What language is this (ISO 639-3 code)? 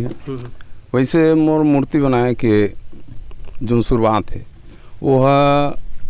hne